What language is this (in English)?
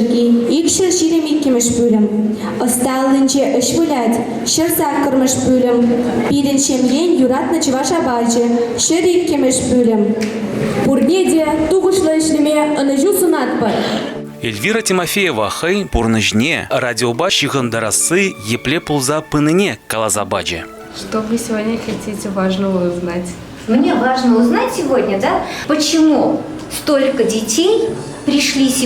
Chuvash